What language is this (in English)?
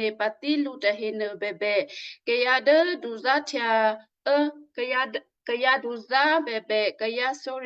Western Kayah